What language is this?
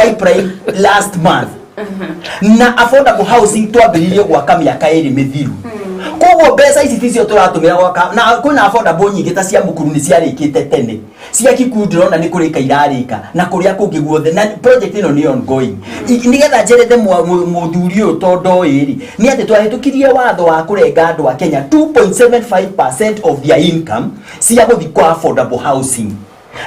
Kikuyu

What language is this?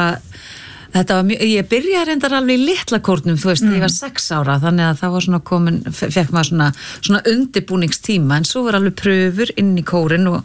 Icelandic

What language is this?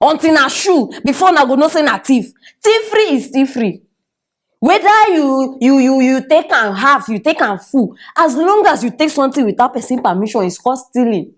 Nigerian Pidgin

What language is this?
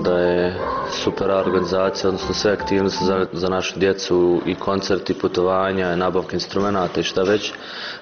Bosnian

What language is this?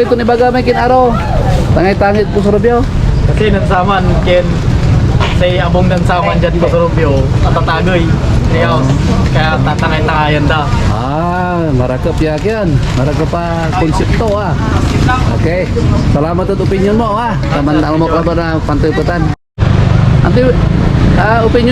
Pangasinan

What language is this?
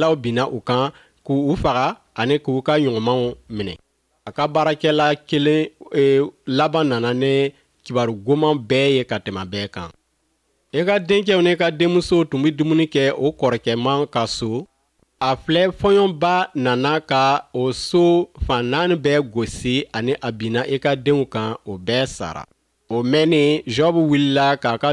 Bambara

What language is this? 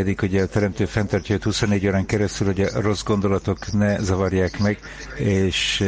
Hungarian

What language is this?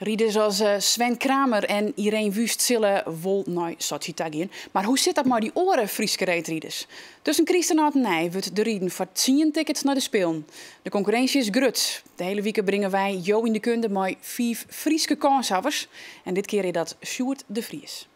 Western Frisian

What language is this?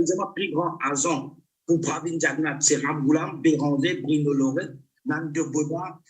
Morisyen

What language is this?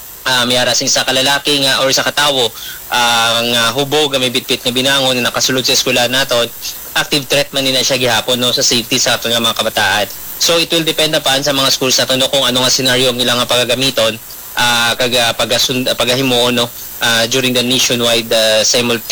Hiligaynon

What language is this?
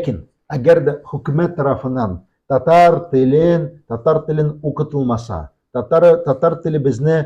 Tatar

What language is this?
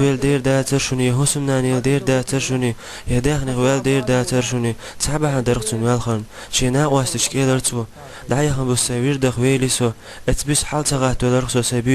Chechen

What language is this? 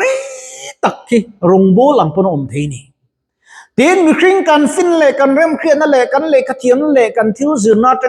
Mizo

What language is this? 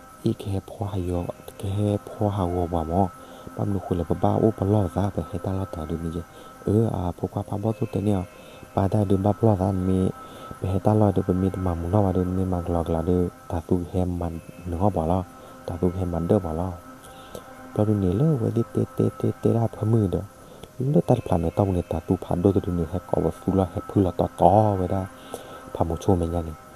S'gaw Karen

